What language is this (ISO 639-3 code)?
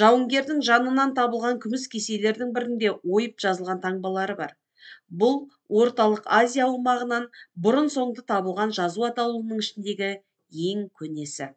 kaz